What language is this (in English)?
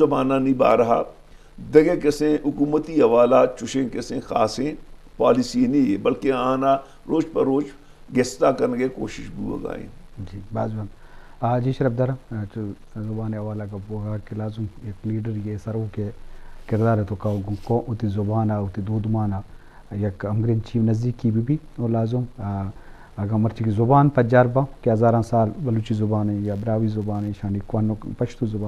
Eastern Balochi